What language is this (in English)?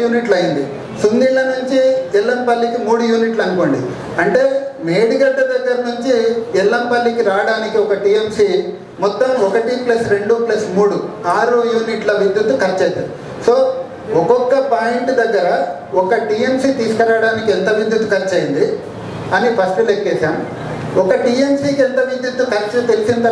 Telugu